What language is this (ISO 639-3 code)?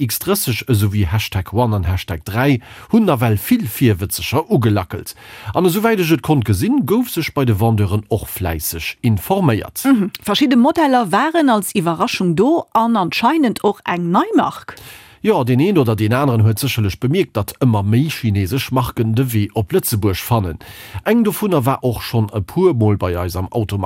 ltz